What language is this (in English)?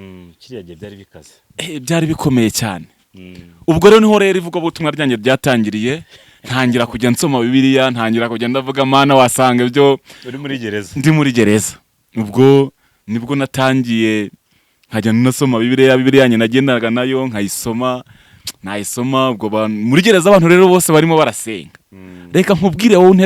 Kinyarwanda